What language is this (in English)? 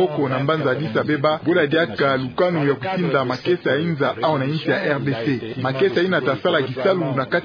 Kituba (Democratic Republic of Congo)